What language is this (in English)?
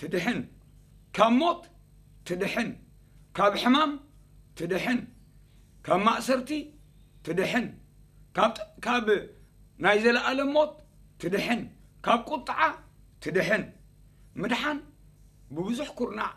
Tigrinya